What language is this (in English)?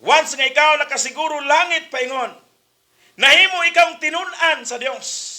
Cebuano